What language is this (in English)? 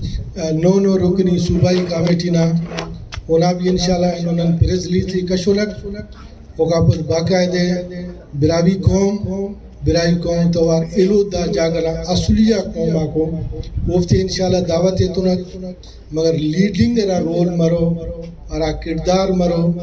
Brahui